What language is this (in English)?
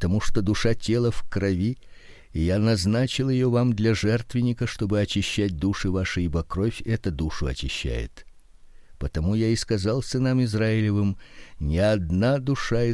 Russian